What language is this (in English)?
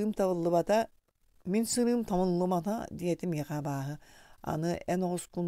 Yakut